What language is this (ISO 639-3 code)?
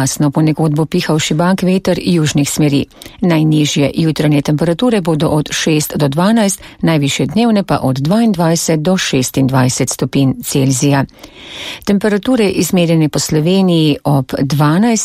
slv